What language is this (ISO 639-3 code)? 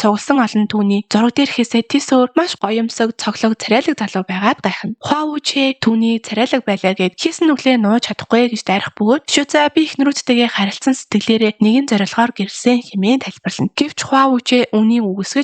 mon